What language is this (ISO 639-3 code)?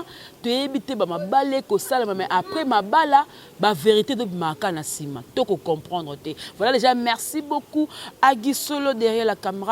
lin